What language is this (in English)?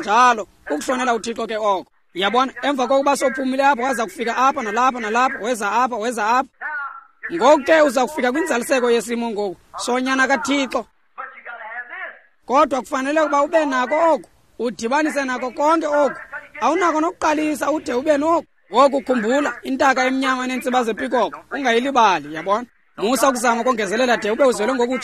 Xhosa